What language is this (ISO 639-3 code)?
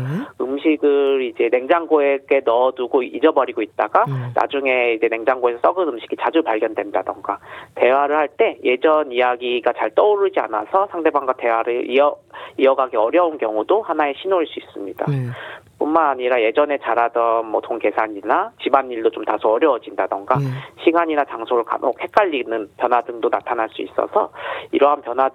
kor